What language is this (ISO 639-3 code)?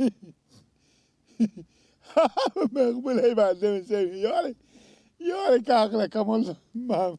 fas